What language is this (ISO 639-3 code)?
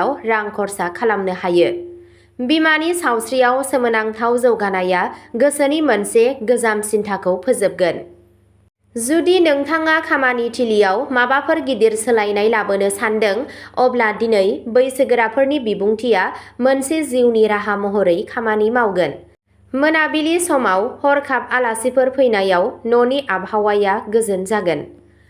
brx